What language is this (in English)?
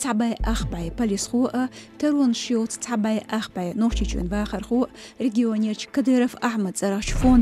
Chechen